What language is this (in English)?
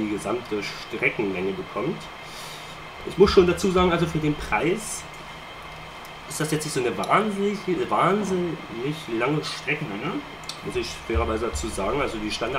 German